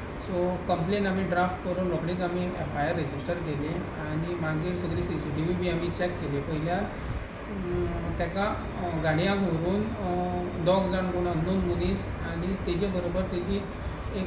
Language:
Konkani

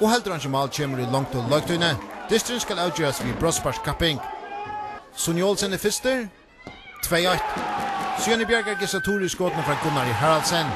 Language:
Faroese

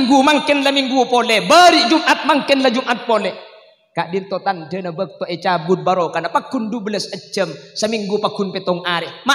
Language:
Madurese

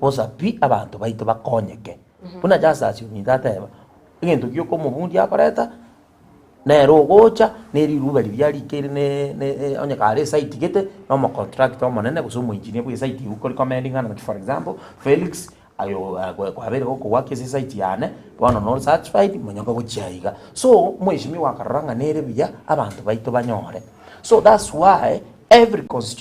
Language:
Gusii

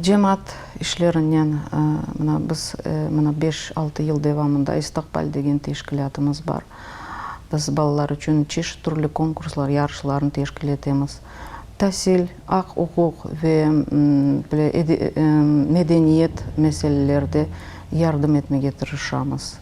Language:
Crimean Tatar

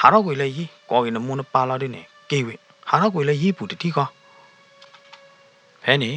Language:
S'gaw Karen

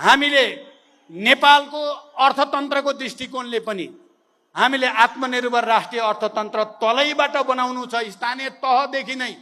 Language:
Nepali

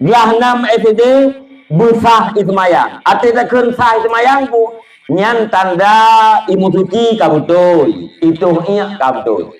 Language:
Achinese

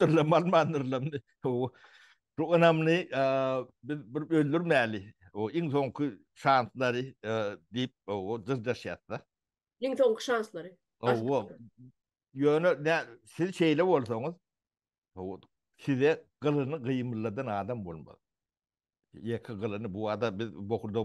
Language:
Turkmen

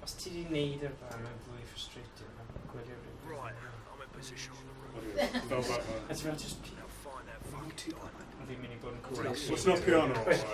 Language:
Welsh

